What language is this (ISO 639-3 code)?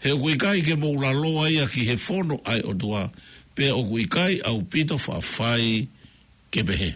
ton